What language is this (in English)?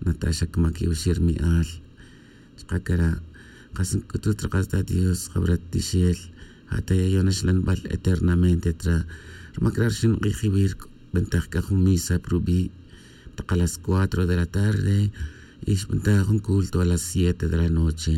Kaqchikel